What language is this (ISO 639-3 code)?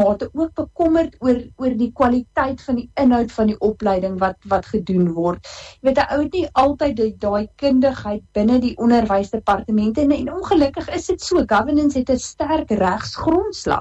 afr